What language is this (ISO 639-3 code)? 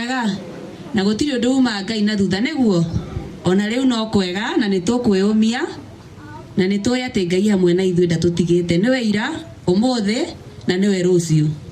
kik